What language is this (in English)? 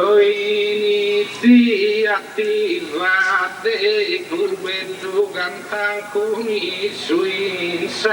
Sardinian